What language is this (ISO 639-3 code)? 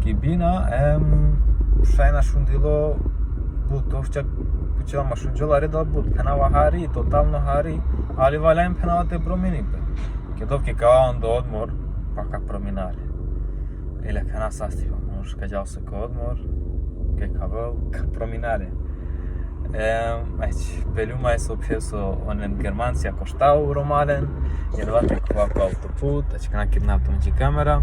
rom